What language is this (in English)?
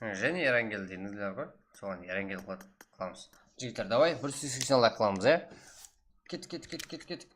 Kara-Kalpak